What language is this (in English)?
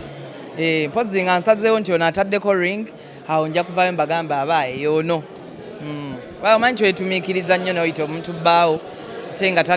Ganda